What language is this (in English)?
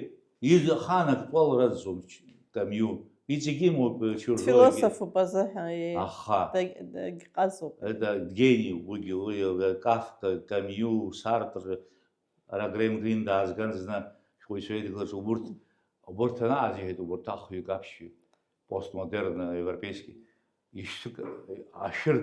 Abkhazian